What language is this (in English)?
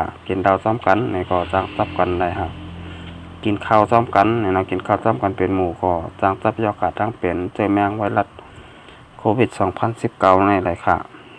Shan